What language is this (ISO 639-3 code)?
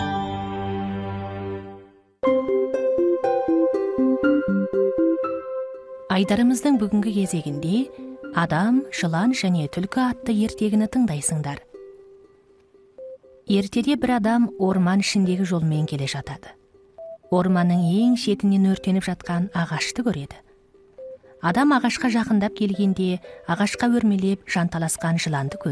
kaz